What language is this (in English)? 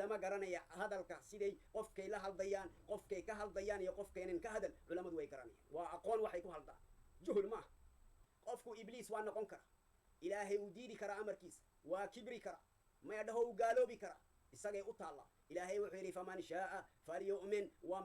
Somali